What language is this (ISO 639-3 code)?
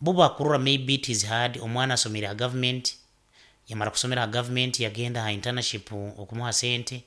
nyo